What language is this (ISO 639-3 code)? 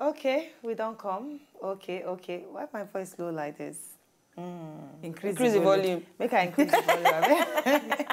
pcm